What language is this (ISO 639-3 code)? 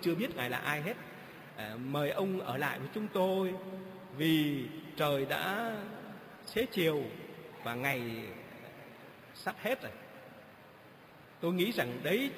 vie